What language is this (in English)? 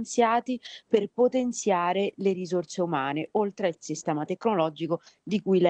Italian